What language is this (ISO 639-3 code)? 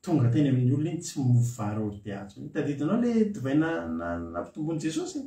mlg